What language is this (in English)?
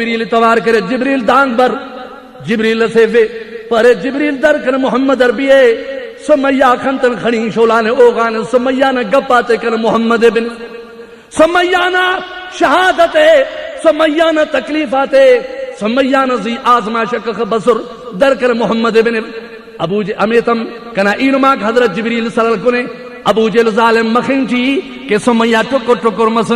Brahui